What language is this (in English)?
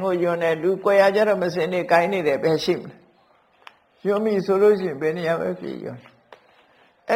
Burmese